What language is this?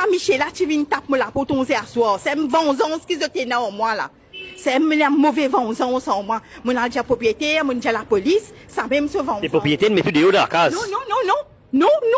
Morisyen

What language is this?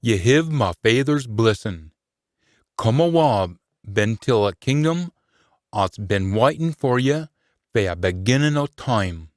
Scots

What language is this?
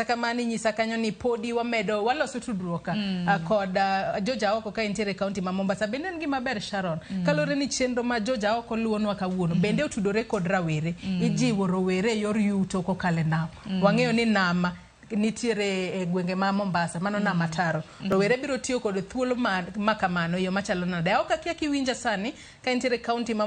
Luo (Kenya and Tanzania)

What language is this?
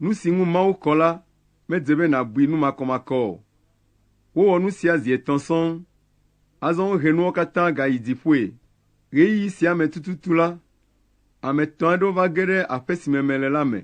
Ewe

